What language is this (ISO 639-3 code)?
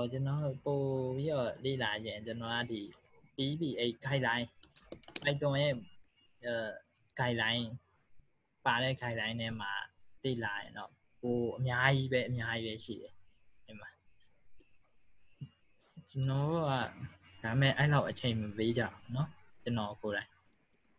mya